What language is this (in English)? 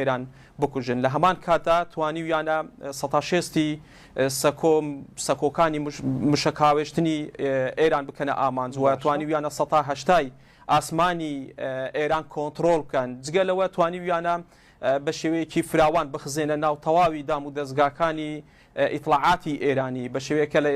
Central Kurdish